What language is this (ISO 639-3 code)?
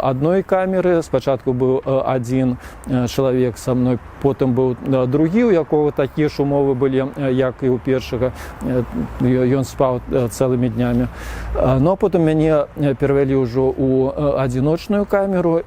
bel